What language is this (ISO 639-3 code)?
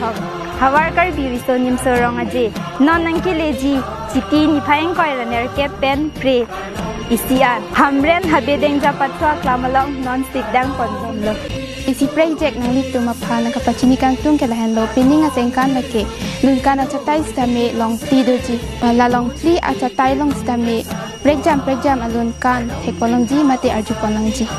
mjw